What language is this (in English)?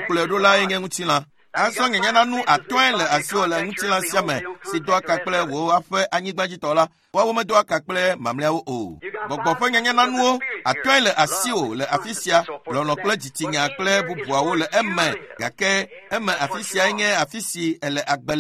Ewe